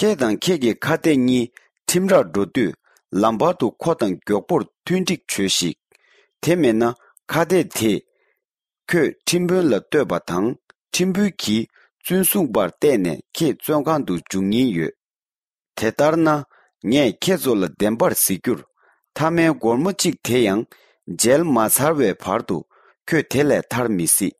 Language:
Tibetan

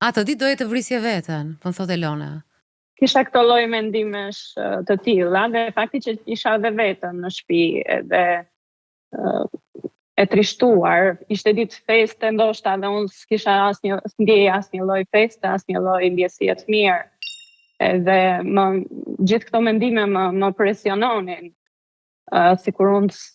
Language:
Albanian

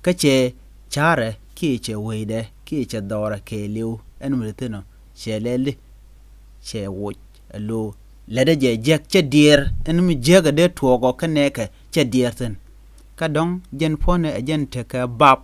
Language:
Nuer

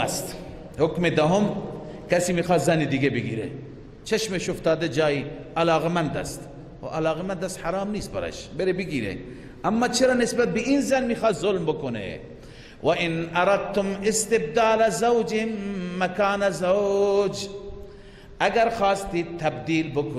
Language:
Persian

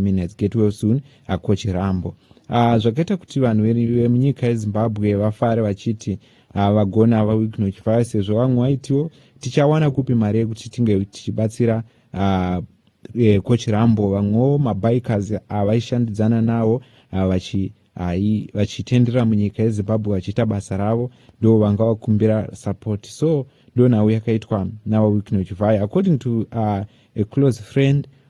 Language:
Shona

